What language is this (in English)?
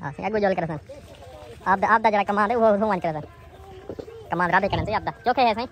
Saraiki